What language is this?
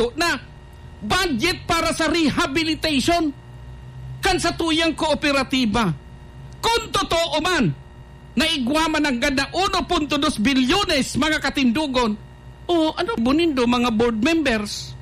Bikol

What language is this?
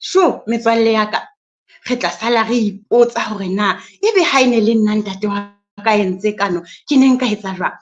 Southern Sotho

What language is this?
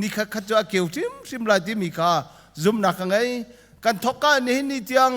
Hakha Chin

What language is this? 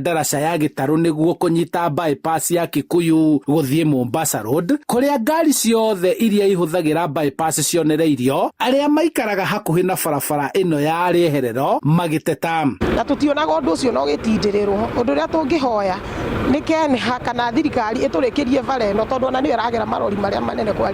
Kikuyu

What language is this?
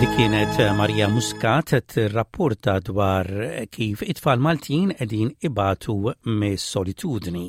Maltese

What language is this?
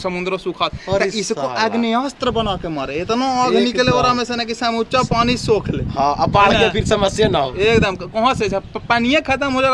Magahi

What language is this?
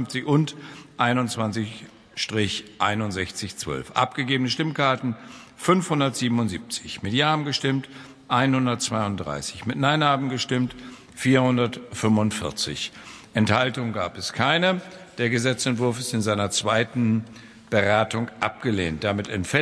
German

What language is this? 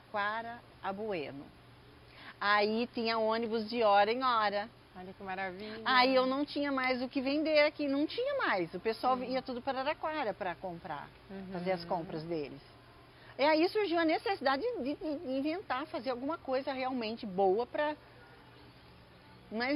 Portuguese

